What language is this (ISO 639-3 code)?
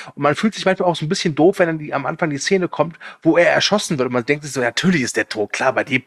deu